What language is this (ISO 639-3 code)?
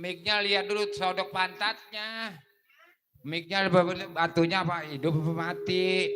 bew